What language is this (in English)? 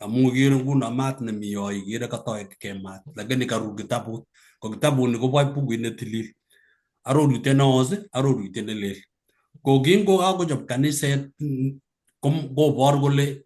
Kalenjin